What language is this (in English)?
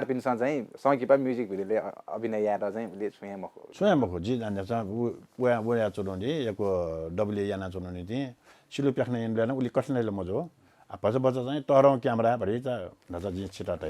Newari